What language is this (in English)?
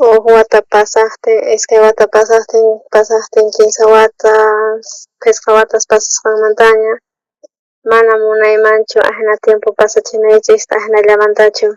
South Bolivian Quechua